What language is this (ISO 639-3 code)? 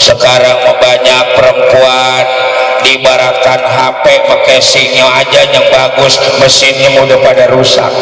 bew